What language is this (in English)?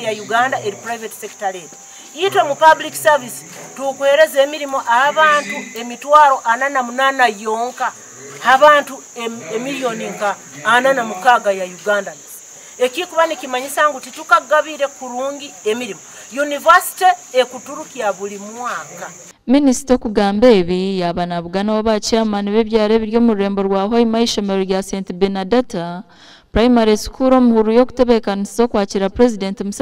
Nyankole